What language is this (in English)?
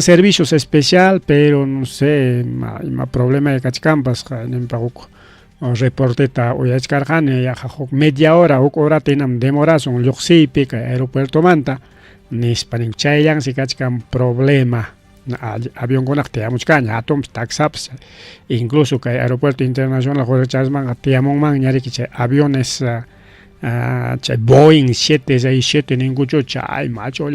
Ayacucho Quechua